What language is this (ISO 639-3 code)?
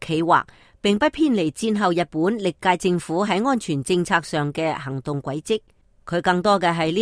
yue